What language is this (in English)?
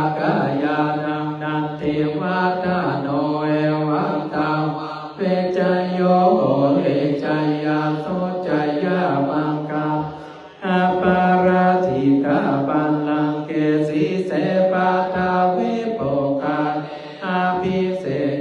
Pali